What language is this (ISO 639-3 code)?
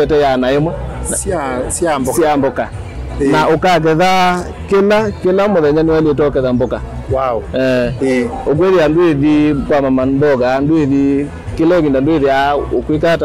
kam